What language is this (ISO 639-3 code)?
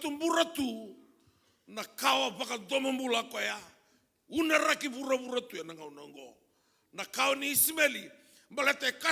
fij